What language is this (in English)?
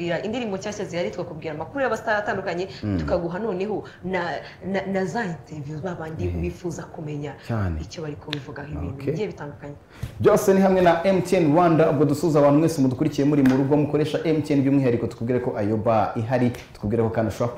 Kinyarwanda